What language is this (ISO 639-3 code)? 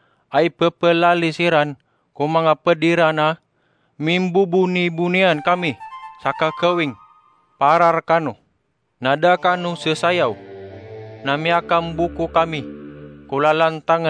mrw